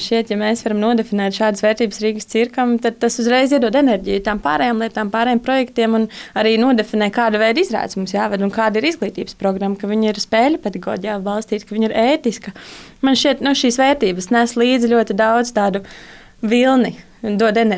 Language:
Latvian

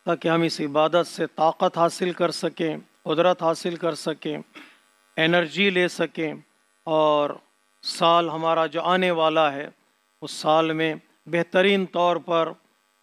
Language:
Urdu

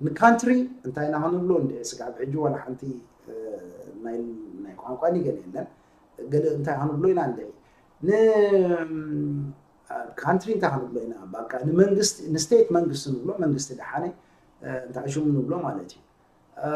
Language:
Tigrinya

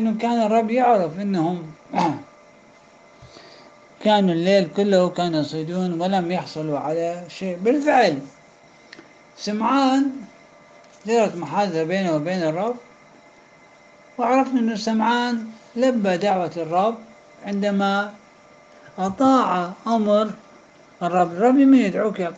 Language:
Arabic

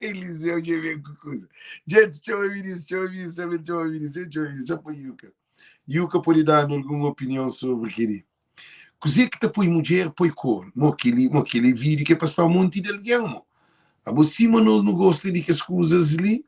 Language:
Kabuverdianu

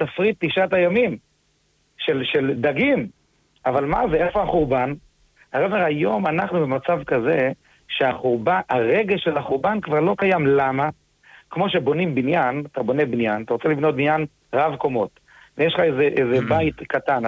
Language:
Hebrew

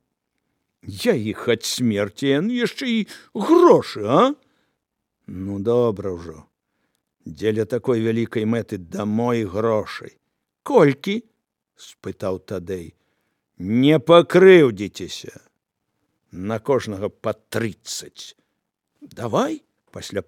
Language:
Belarusian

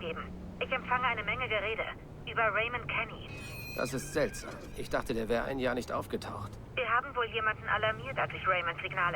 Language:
Bavarian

